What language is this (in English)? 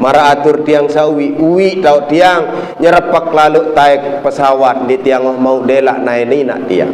Sasak